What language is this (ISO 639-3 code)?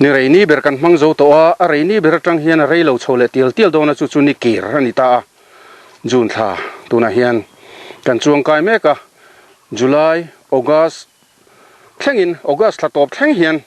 lus